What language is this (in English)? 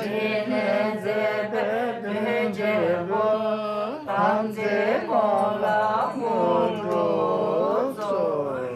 Tibetan